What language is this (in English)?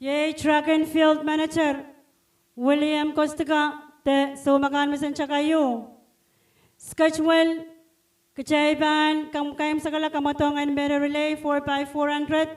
Pohnpeian